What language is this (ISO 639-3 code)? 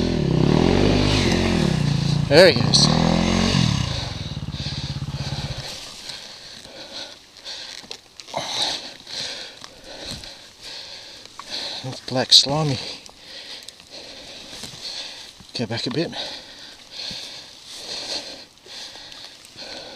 eng